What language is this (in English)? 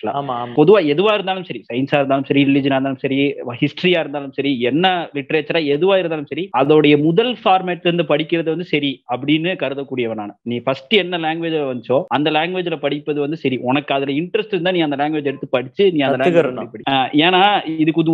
Tamil